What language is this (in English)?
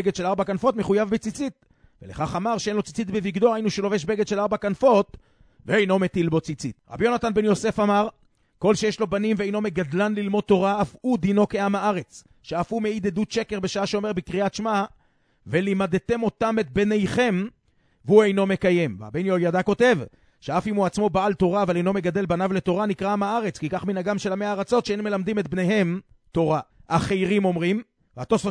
Hebrew